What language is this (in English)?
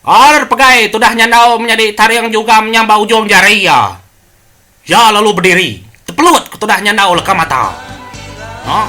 Iban